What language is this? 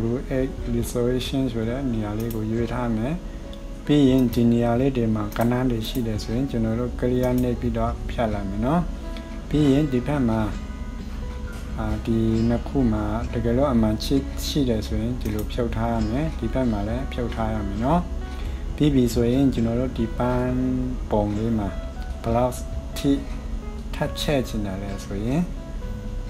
Burmese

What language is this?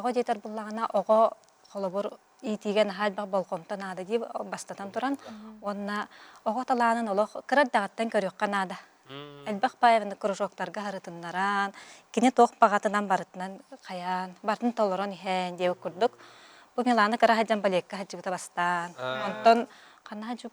Yakut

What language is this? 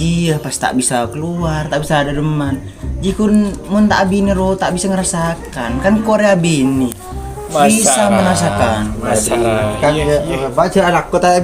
Madurese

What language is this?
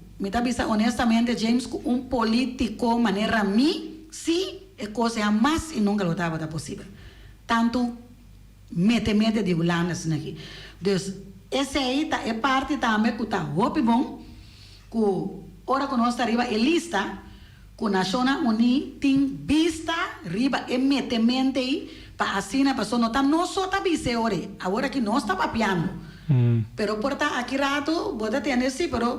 Papiamento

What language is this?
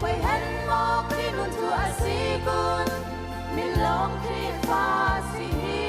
Hakha Chin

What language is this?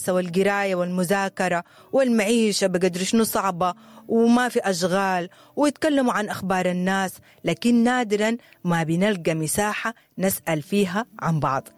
Sudanese Arabic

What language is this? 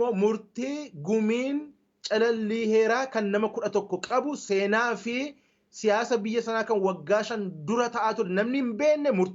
Oromo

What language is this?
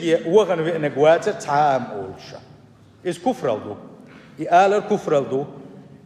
Chechen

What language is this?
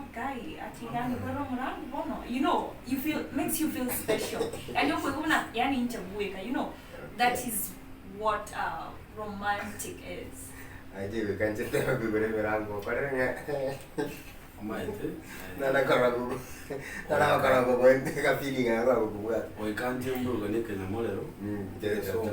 Gusii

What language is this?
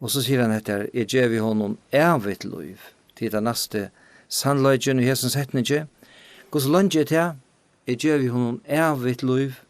Faroese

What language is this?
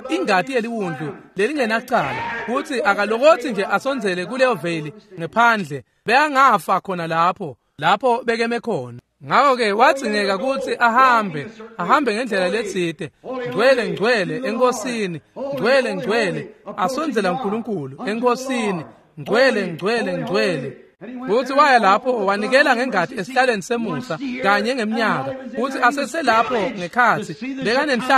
Swati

